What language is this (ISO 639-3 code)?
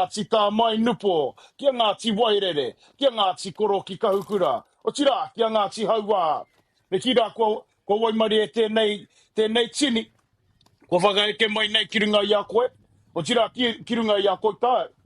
mri